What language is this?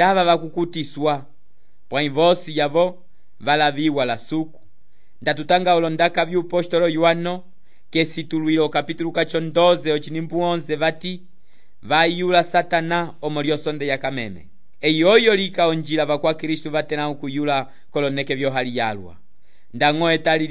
Umbundu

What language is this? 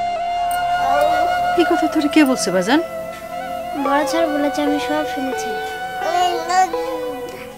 Bangla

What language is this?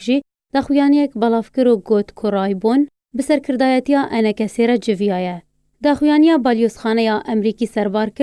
Kurdish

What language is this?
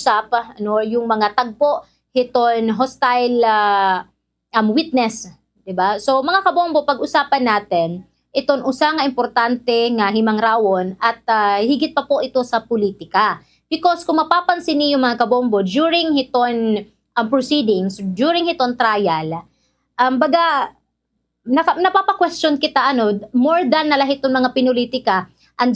Waray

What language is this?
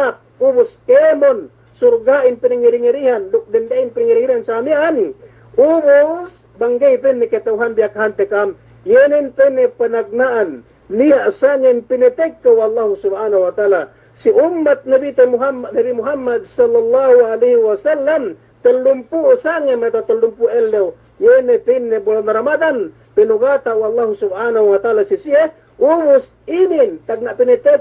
Yakan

